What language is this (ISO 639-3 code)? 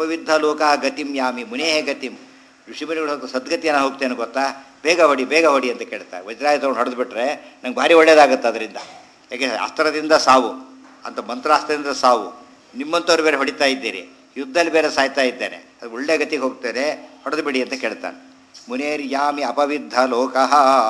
kan